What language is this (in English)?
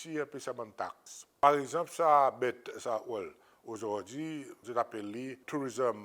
Seselwa Creole French